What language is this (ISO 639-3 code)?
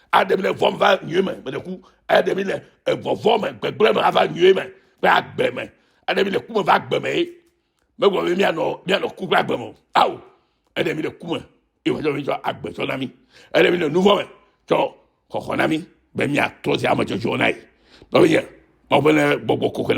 ewe